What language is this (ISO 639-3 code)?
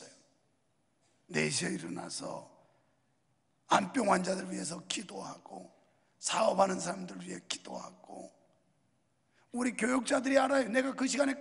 kor